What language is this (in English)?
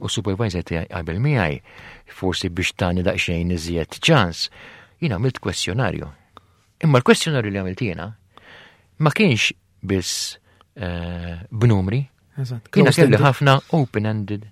Maltese